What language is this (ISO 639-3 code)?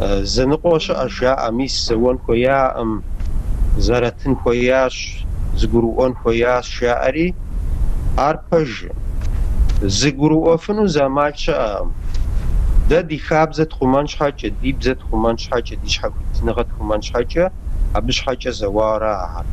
kbd